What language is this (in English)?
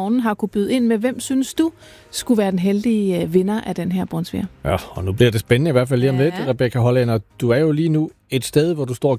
Danish